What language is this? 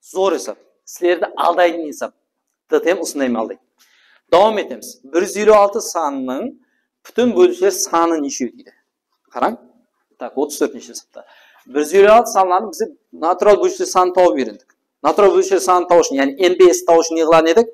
Kara-Kalpak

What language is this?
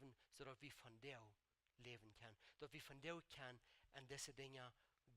Plautdietsch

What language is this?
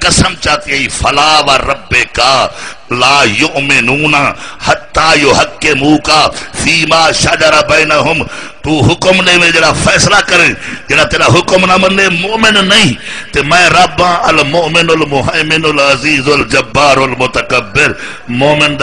Saraiki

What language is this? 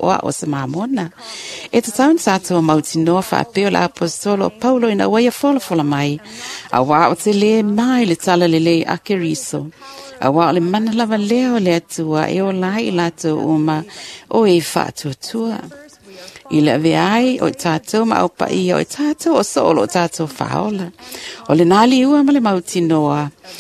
Samoan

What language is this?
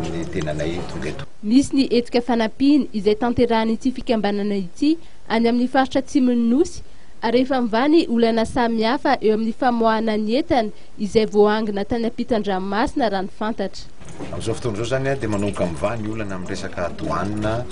Malagasy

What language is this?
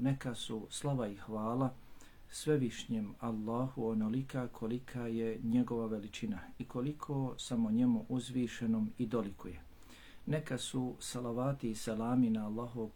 Bosnian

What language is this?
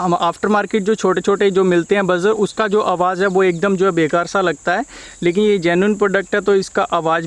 Hindi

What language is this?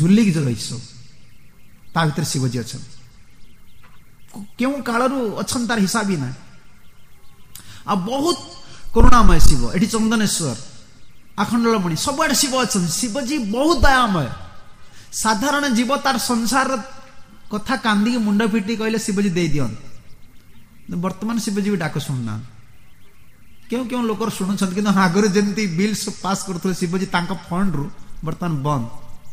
Odia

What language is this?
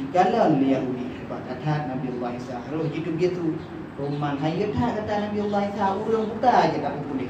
Achinese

